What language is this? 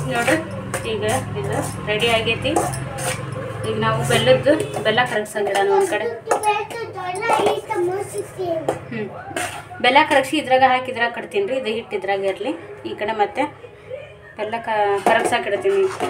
Kannada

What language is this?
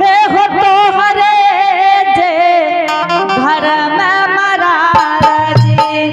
Angika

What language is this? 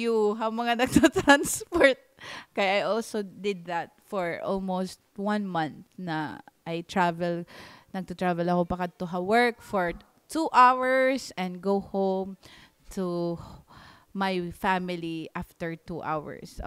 Waray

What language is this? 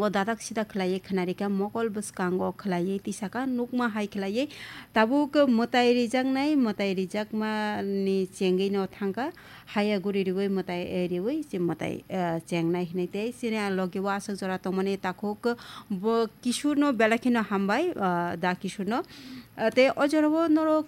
Kok Borok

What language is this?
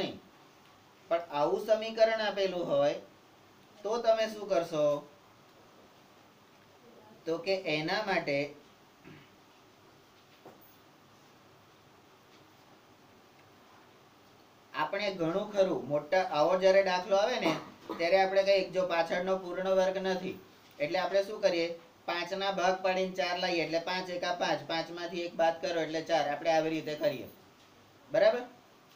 Gujarati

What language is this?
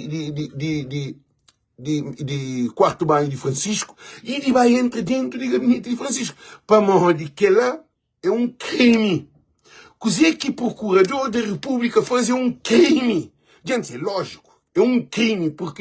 Kabuverdianu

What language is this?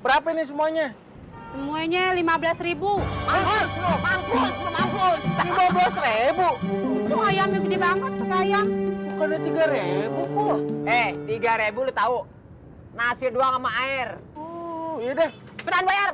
Betawi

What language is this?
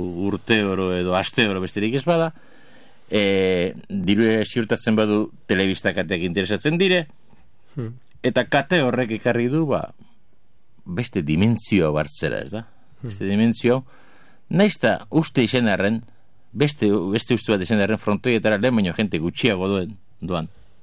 Basque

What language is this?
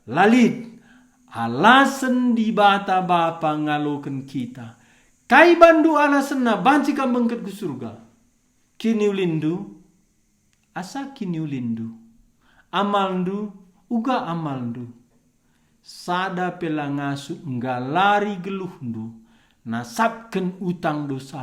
Batak Karo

